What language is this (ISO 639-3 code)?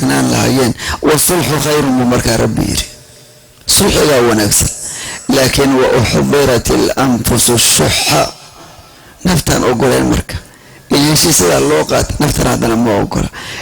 som